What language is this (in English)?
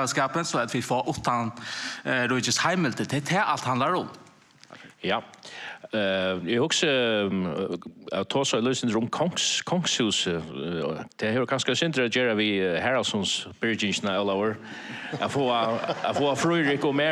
Faroese